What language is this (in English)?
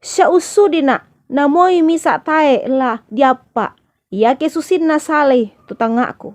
Toraja-Sa'dan